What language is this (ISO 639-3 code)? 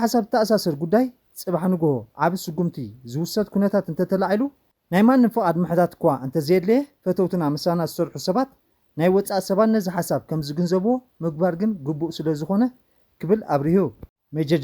tir